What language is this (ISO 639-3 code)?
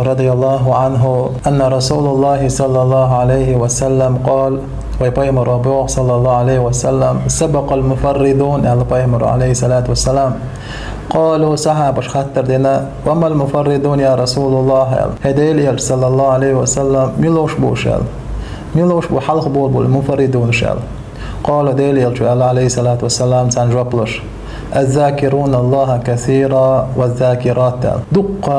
che